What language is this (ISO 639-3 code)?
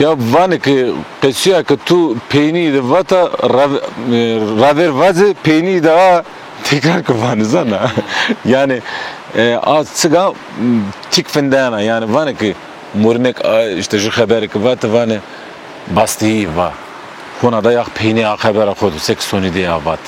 zza